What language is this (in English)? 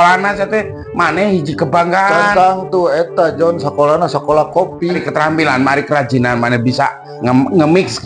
Sundanese